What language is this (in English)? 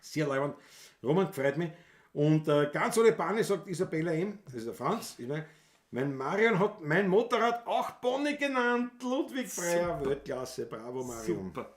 Bavarian